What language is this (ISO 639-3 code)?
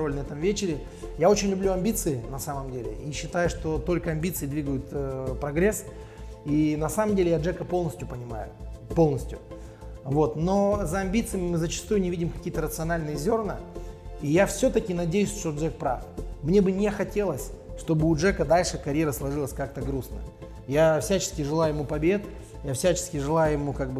rus